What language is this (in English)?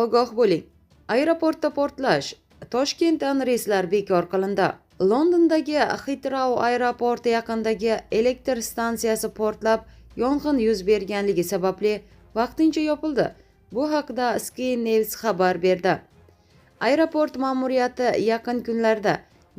Uzbek